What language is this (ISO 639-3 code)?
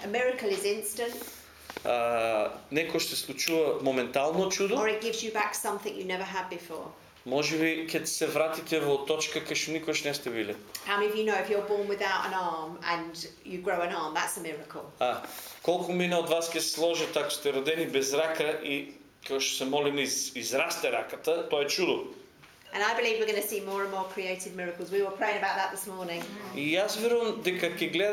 mkd